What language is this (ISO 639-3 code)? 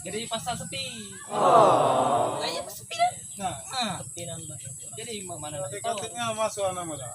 mui